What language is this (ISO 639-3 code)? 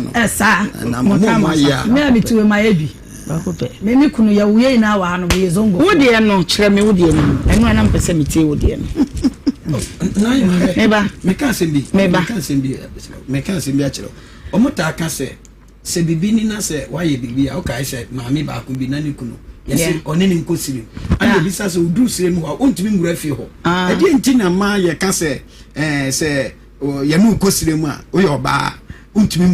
aka